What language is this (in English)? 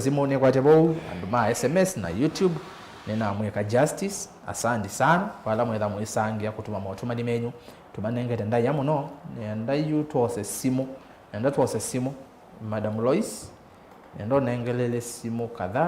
Kamba